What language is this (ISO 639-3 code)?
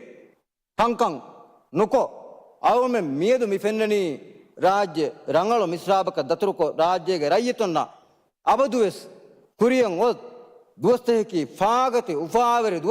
div